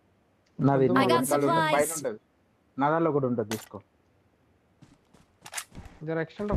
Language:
Telugu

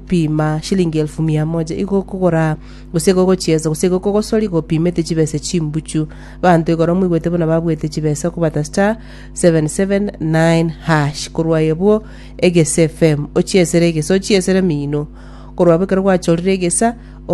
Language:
Gusii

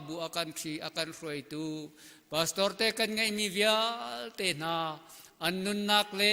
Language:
Hakha Chin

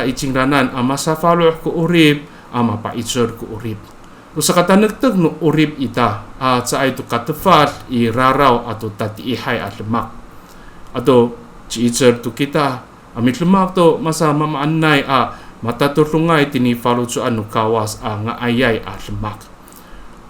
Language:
Amis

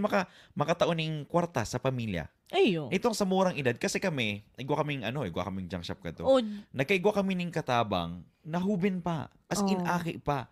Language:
Bikol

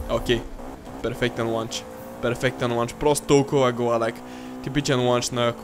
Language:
Bulgarian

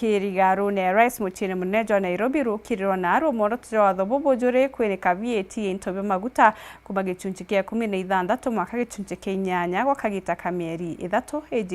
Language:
Meru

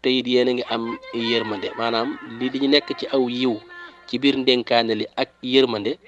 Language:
Wolof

